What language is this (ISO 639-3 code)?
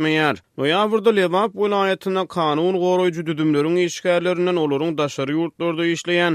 tuk